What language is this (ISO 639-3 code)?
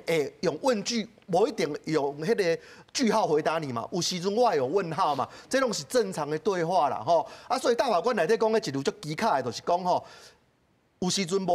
nan